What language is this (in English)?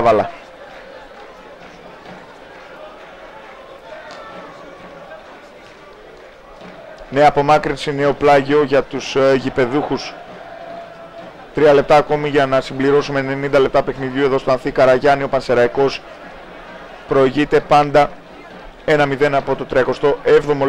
Greek